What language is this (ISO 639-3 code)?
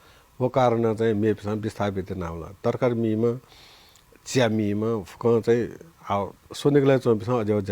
new